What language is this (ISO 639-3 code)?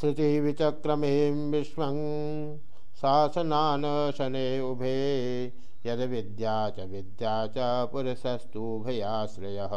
san